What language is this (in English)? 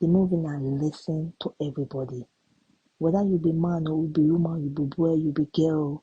Nigerian Pidgin